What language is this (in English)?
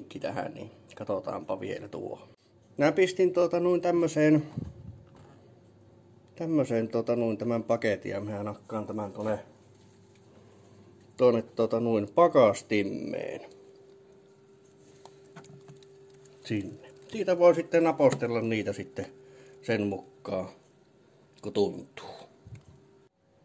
Finnish